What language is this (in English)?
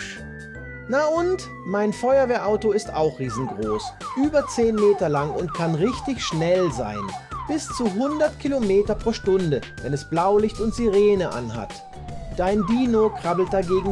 Swiss German